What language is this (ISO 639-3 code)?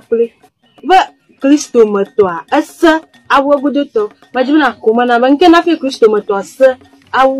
ewe